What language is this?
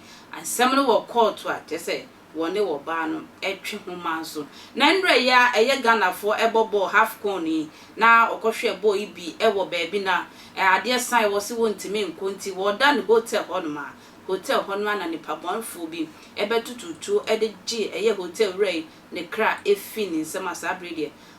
Akan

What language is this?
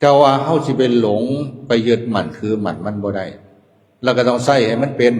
Lao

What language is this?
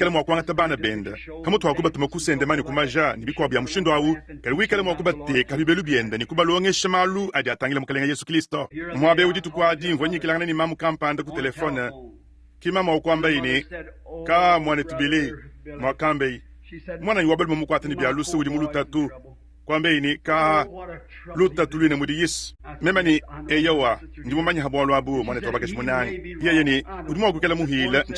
Luba-Lulua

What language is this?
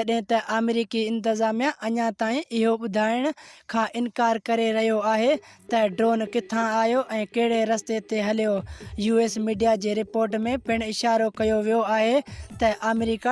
Sindhi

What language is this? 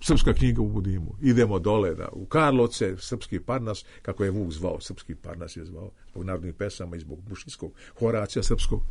Serbian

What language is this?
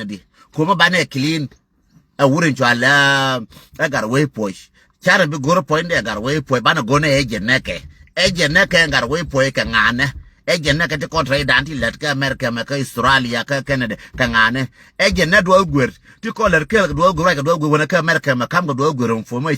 Nuer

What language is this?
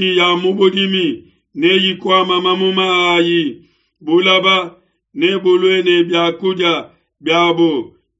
Luba-Lulua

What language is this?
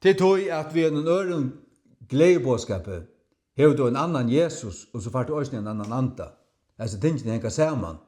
Faroese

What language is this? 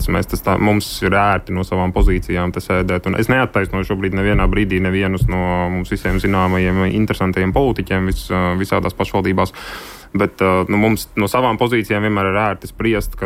Latvian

